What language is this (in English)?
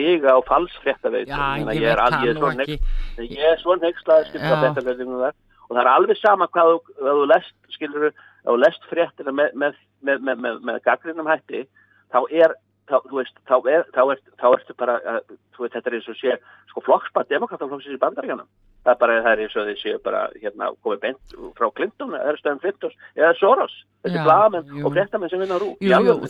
Icelandic